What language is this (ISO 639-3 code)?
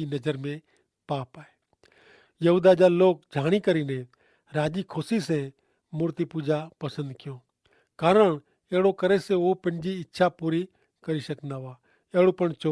kfr